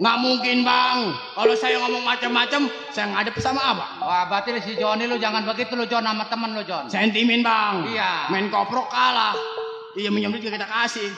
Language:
Betawi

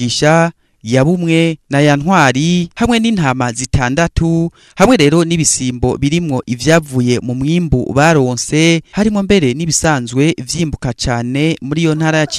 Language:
Rundi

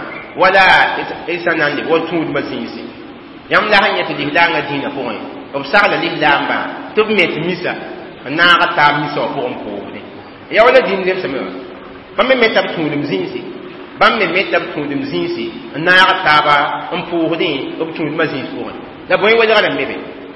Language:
Mossi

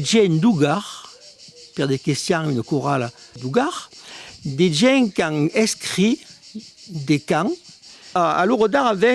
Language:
Occitan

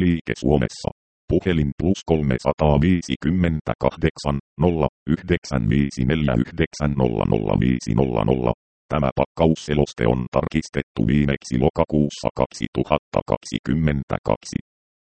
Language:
Finnish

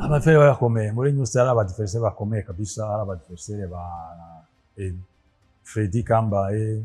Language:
Rundi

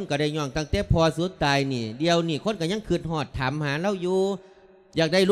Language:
Lao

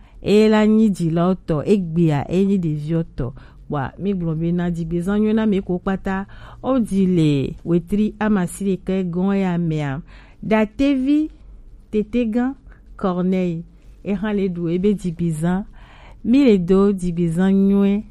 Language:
Gen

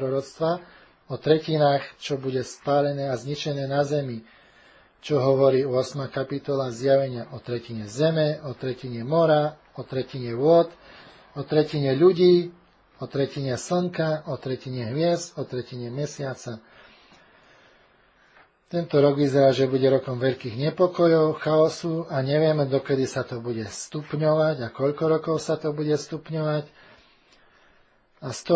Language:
Slovak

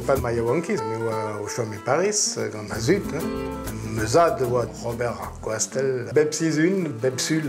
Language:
Breton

